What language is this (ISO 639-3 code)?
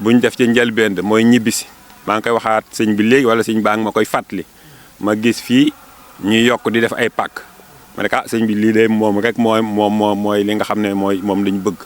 wol